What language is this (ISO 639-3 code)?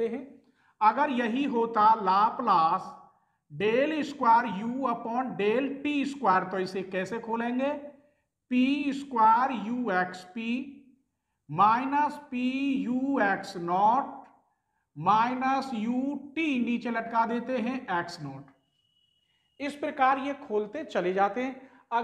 hin